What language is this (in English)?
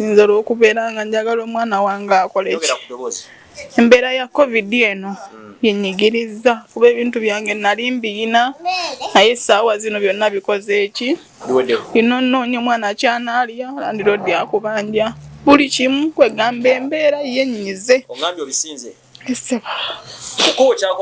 Ganda